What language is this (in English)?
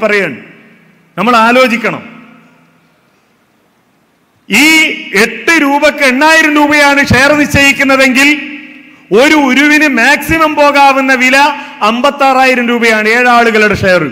Malayalam